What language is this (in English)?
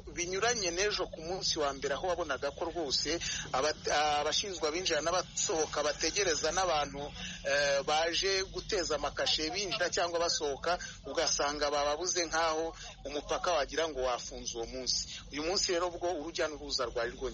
Kinyarwanda